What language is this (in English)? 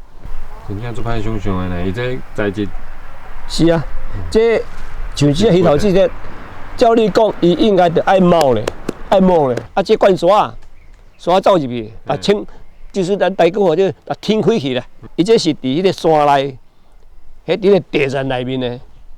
Min Nan Chinese